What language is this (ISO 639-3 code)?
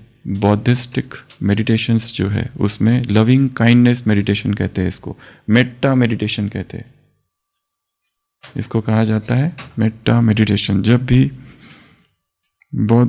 hin